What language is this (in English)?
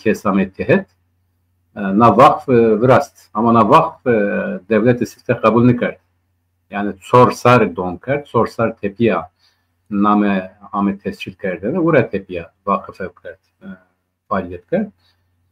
Zaza